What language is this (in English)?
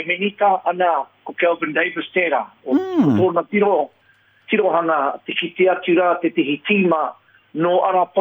Māori